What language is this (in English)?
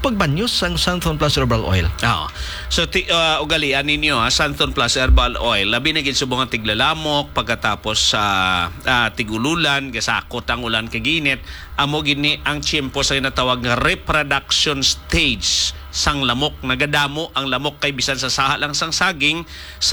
Hiligaynon